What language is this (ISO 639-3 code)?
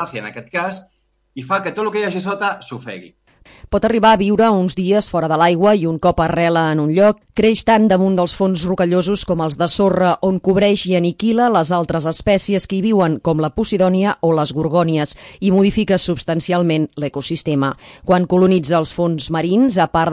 cat